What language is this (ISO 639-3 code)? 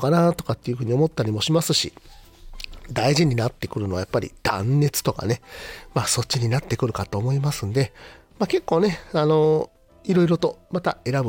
jpn